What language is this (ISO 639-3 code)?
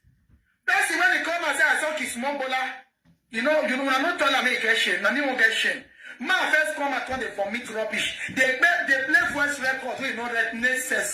pcm